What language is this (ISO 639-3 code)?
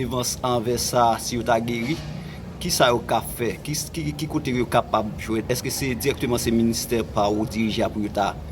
hat